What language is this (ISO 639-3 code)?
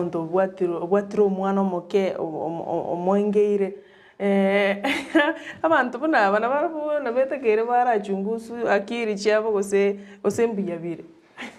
guz